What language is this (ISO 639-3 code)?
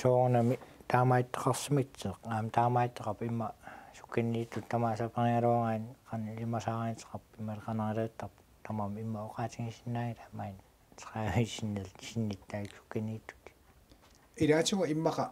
kal